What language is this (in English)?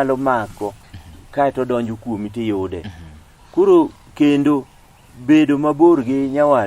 Luo (Kenya and Tanzania)